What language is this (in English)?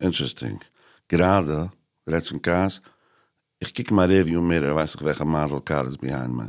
Yiddish